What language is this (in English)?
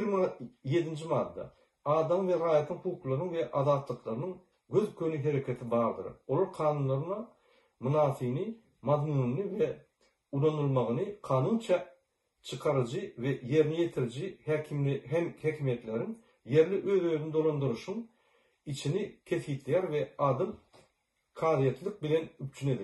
Turkmen